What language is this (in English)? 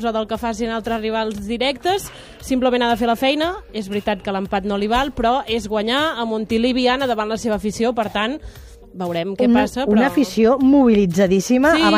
Catalan